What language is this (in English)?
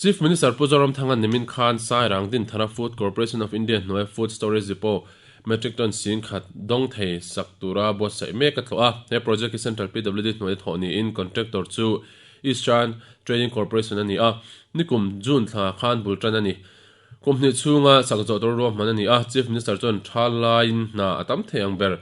Mizo